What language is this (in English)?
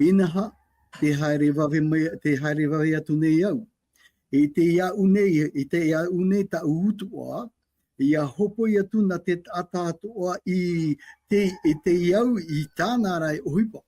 Tahitian